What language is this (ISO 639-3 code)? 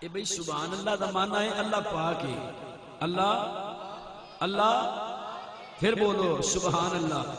skr